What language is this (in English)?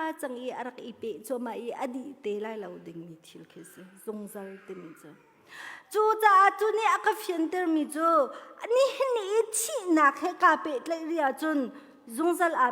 Hakha Chin